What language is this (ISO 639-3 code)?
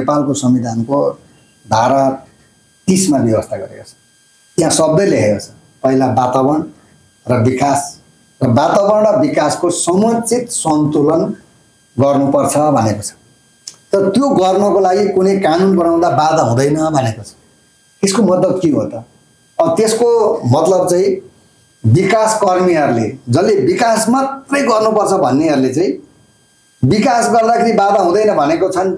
nep